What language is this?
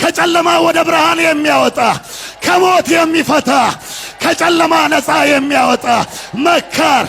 Amharic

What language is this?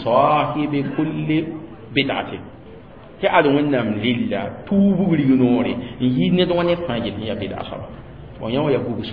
Mossi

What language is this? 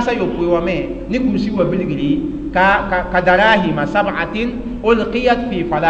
Mossi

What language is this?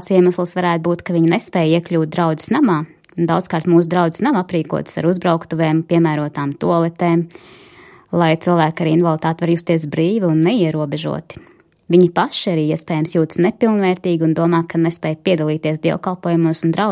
Latvian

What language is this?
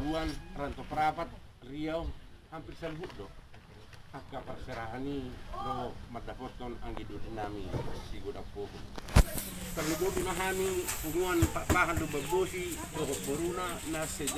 Batak Toba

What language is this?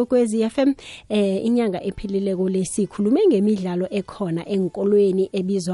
South Ndebele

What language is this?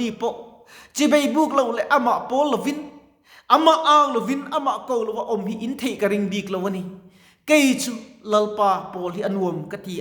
Mizo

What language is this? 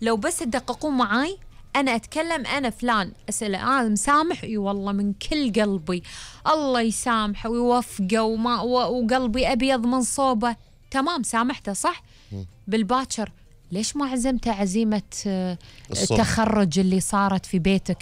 Gulf Arabic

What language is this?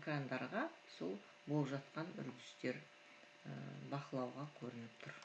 Kazakh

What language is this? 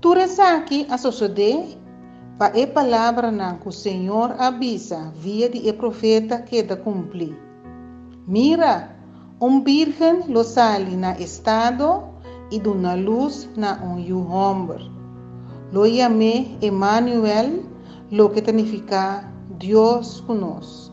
Papiamento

